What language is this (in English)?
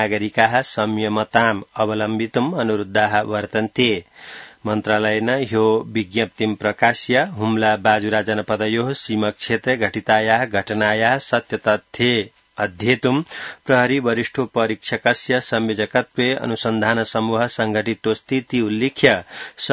Sanskrit